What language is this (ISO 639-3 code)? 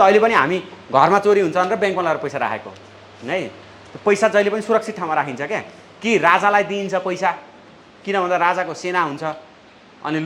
nep